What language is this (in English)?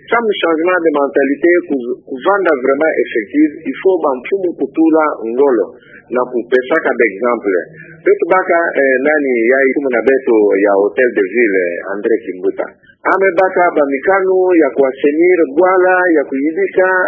Kituba (Democratic Republic of Congo)